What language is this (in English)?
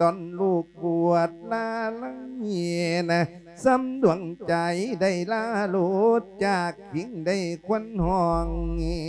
Lao